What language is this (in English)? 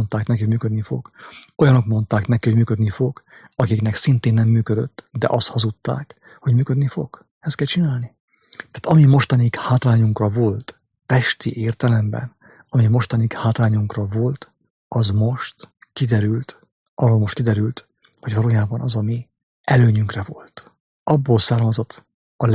Hungarian